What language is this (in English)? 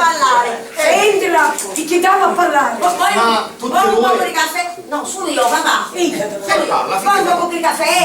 Sicilian